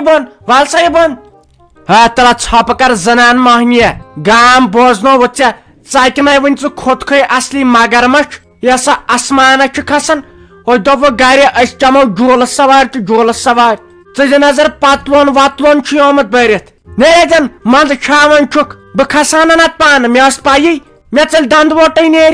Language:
Kashmiri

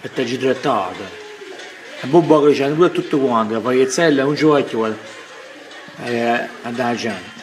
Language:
Neapolitan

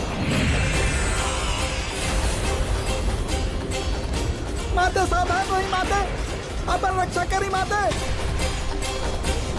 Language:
Bhojpuri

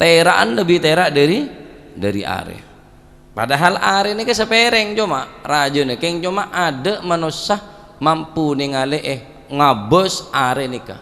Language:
Madurese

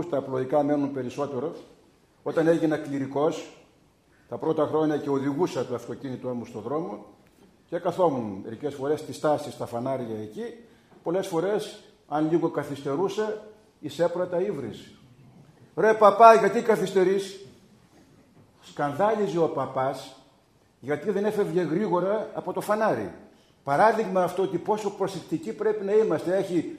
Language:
Greek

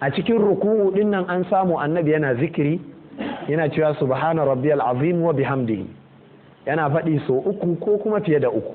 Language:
Hausa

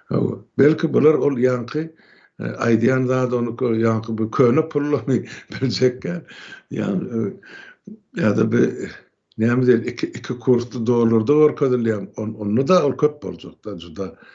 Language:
Turkmen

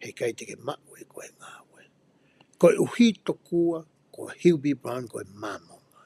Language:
Tongan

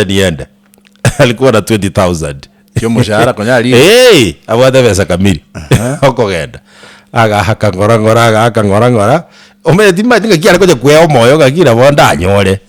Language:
Gusii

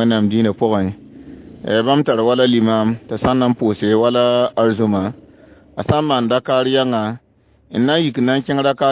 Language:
Mossi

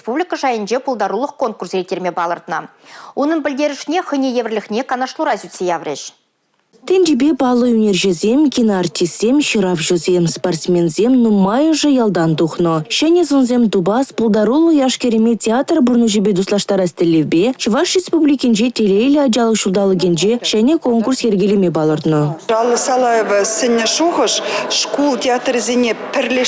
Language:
Chuvash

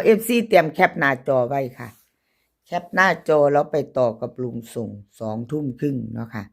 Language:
Northeastern Thai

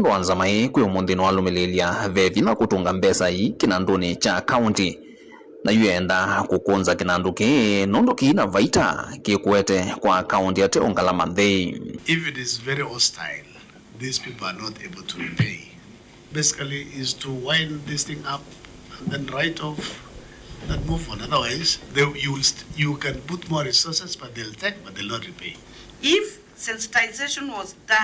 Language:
Kamba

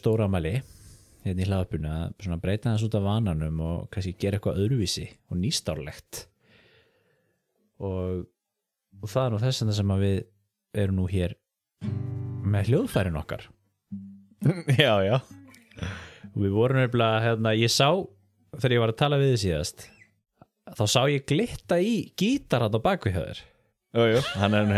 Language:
Icelandic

